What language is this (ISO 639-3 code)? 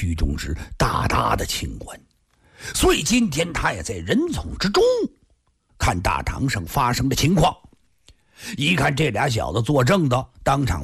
zho